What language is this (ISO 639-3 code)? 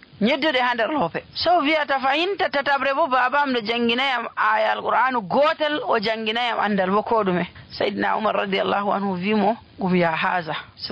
fuv